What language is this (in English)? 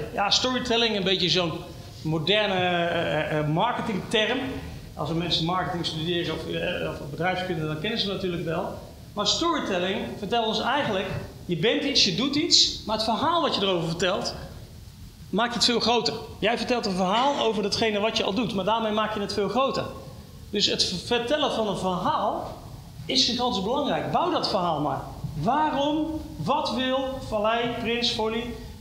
Dutch